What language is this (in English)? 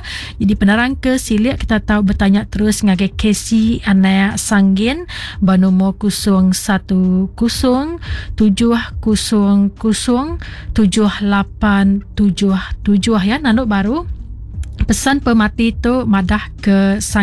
Iban